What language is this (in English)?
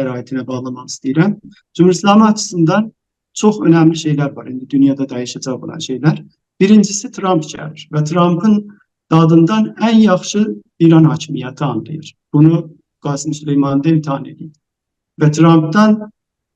South Azerbaijani